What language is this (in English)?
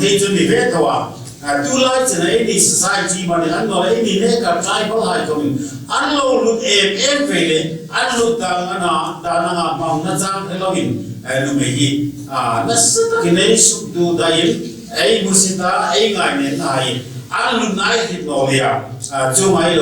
Hmar